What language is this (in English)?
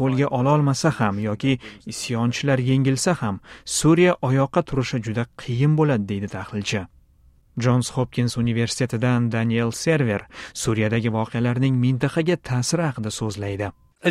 Uzbek